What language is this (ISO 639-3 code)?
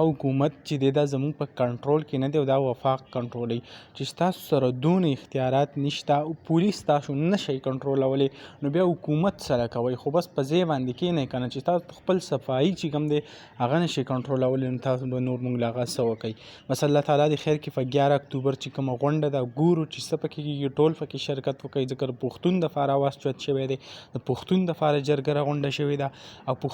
pus